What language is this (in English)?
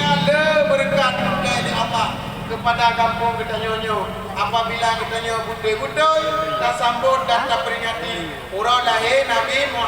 Achinese